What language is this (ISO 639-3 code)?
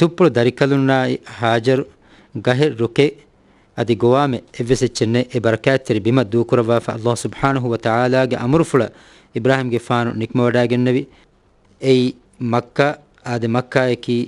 div